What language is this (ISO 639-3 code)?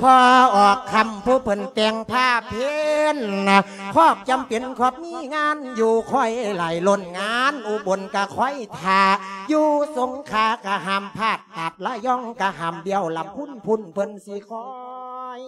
lao